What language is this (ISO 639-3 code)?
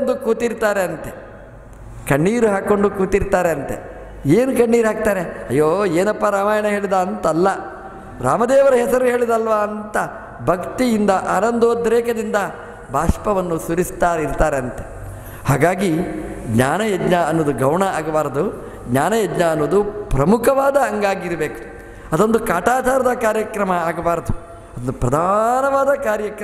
kan